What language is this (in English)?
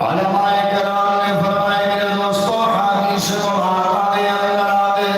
Saraiki